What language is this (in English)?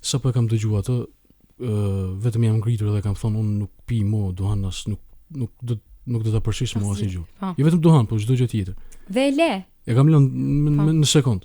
Albanian